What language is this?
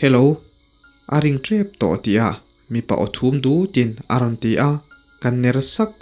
Mizo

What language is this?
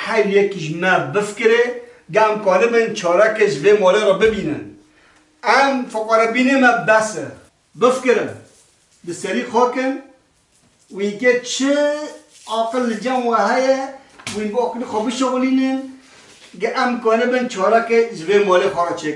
Kurdish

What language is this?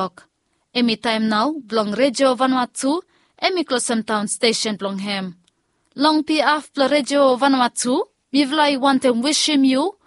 Bislama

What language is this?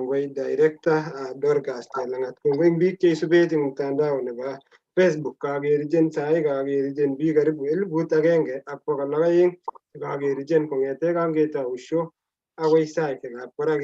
Kalenjin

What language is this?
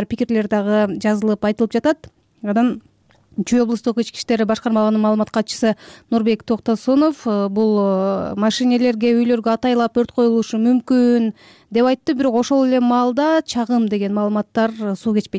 Kyrgyz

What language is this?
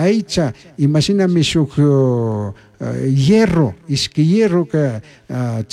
Chimborazo Highland Quichua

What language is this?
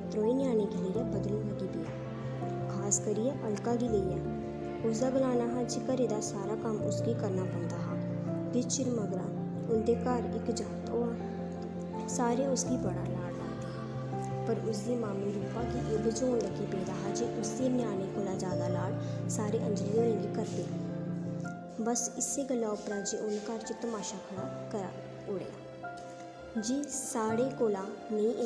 Dogri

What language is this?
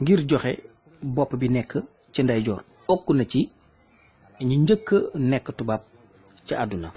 Wolof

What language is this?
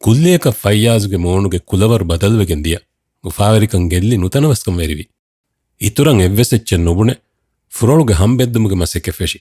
Divehi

